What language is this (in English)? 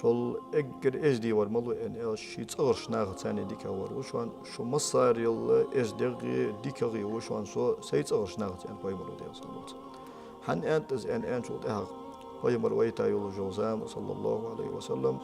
Ingush